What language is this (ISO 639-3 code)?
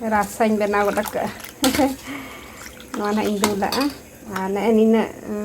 sat